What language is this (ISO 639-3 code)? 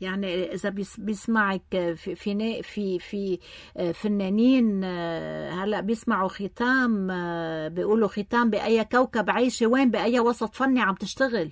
apc